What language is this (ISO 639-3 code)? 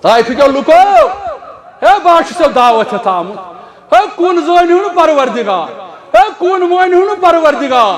kas